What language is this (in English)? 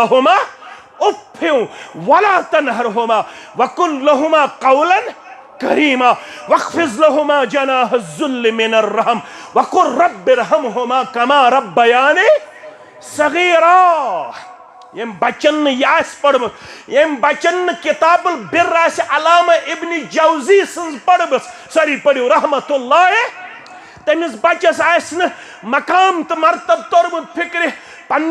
Kashmiri